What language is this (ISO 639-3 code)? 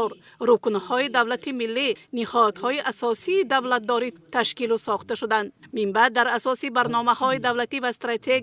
tgk